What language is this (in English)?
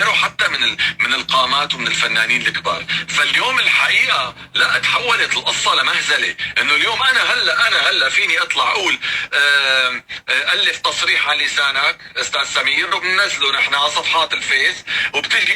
North Levantine Arabic